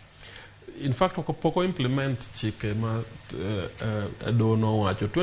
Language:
Luo (Kenya and Tanzania)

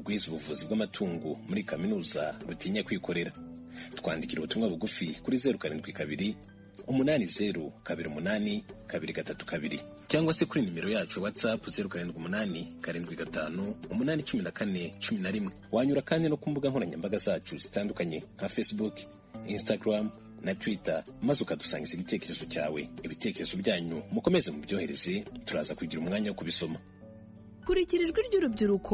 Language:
Kinyarwanda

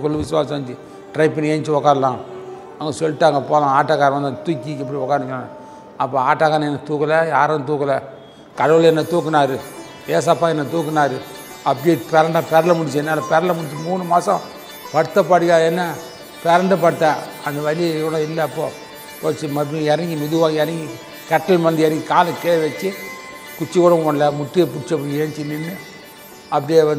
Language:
Tamil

